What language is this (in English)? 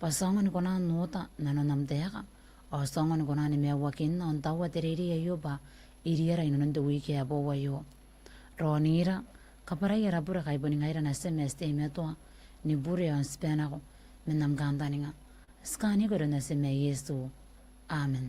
Gilbertese